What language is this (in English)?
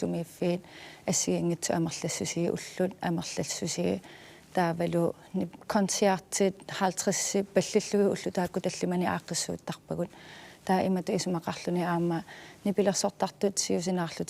Kalaallisut